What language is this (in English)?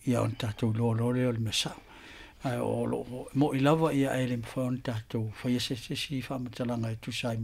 Samoan